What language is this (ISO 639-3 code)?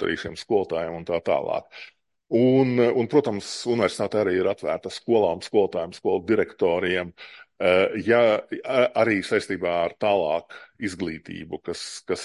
lav